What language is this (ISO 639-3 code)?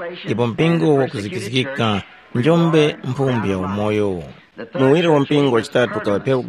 tum